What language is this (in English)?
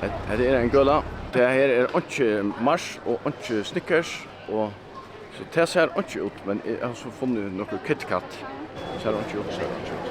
Faroese